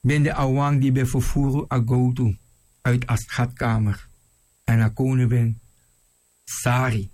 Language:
Sranan Tongo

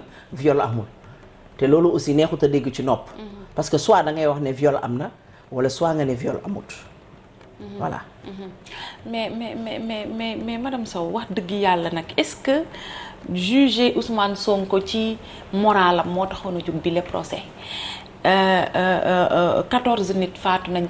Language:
Wolof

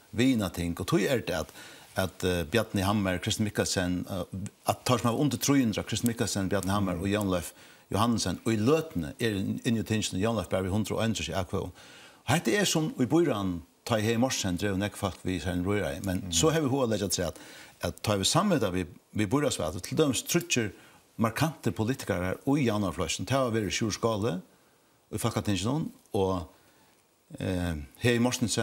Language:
Faroese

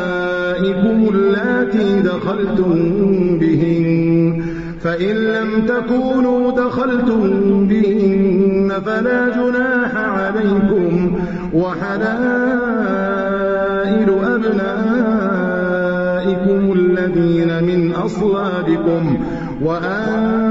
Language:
Arabic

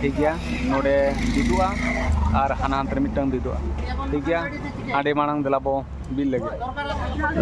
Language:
Santali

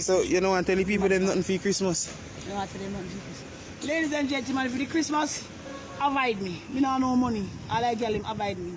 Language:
Jamaican Creole English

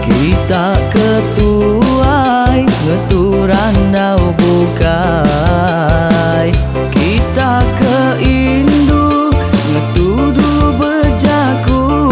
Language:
Iban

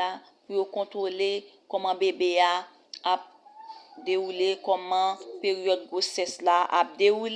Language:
Haitian Creole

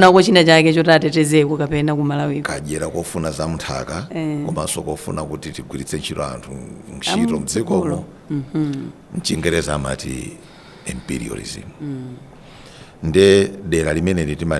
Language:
Nyanja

